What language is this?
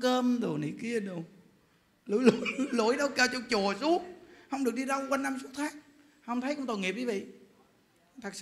Vietnamese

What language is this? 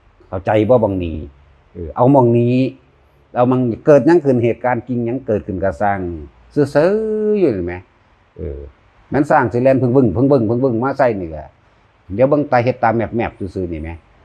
Northeastern Thai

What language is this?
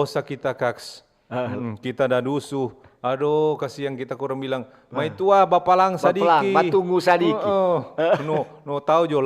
Manado Malay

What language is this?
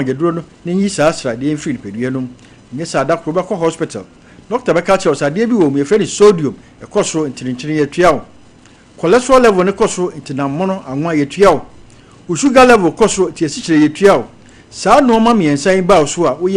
Akan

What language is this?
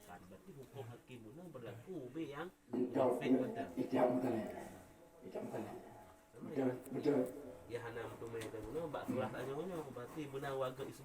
Achinese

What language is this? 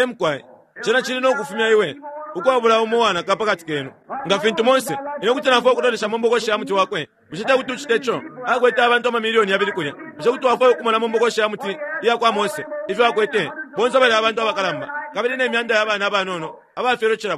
Bemba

